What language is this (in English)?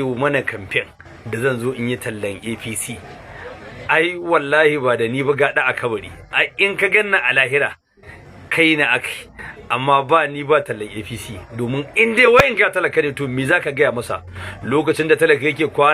Hausa